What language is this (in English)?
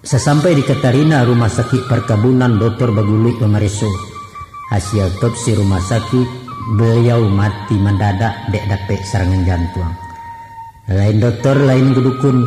Minangkabau